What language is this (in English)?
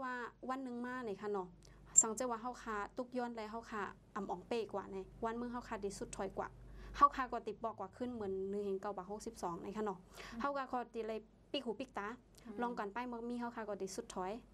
Shan